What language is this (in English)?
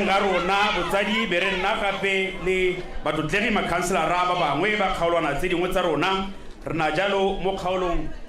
Tswana